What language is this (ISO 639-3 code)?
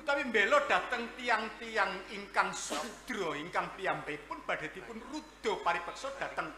jav